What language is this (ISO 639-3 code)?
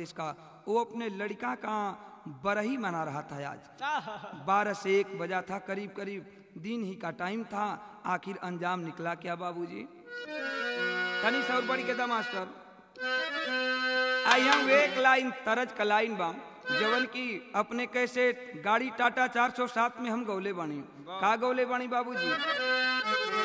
bho